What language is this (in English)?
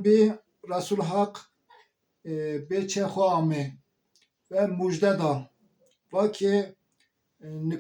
Zaza